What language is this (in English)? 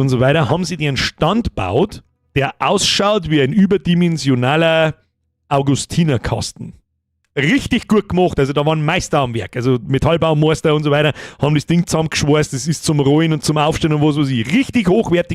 Bavarian